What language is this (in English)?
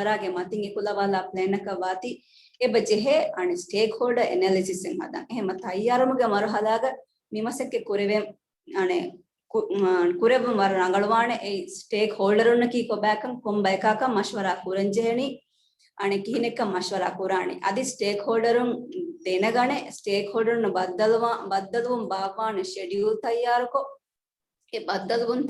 Divehi